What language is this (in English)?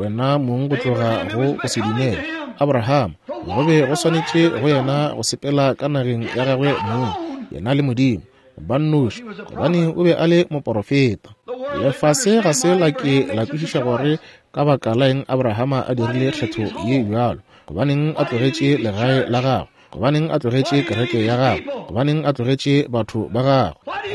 Northern Sotho